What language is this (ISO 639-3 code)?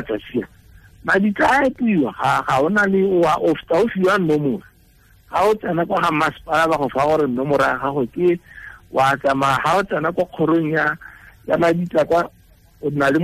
tsn